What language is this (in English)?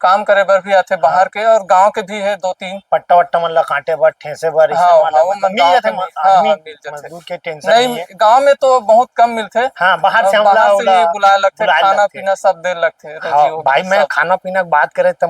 Chhattisgarhi